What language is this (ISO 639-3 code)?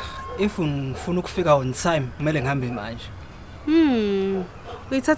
zul